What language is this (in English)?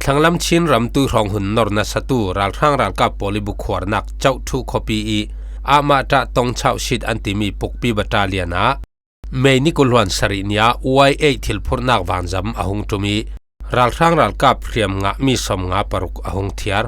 Falam Chin